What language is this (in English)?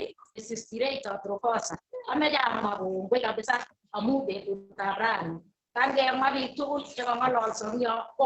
Kalenjin